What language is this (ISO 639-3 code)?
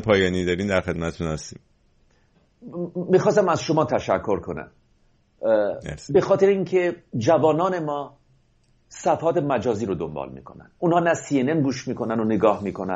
fas